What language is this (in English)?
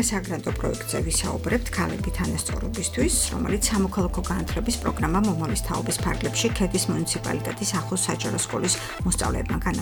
Georgian